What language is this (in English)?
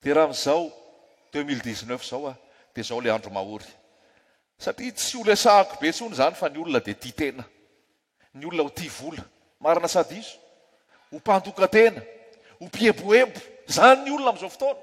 Malagasy